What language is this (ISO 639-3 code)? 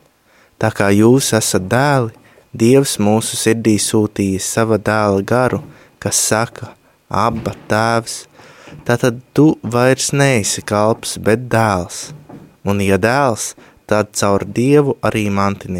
lav